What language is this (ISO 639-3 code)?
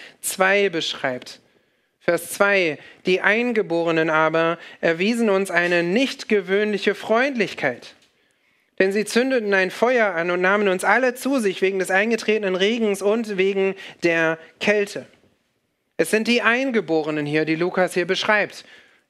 deu